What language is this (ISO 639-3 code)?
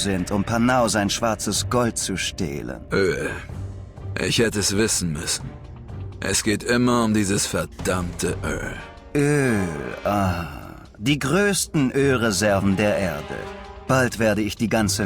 bar